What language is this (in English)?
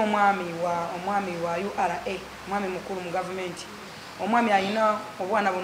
Ganda